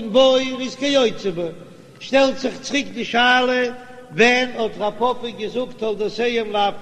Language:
Yiddish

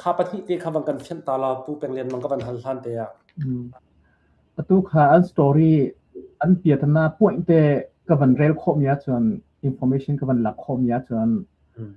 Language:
Hakha Chin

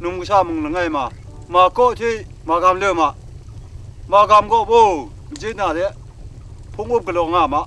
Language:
Kachin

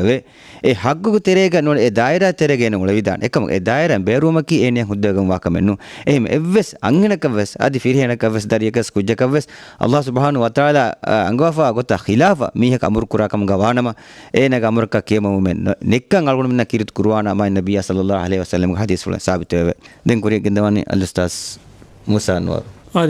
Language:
Divehi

